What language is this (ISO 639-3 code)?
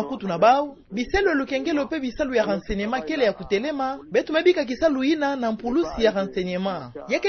ktu